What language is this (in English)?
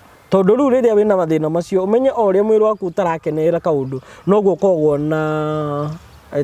Kikuyu